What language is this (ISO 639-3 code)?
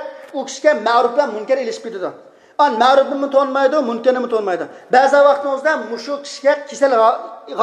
uig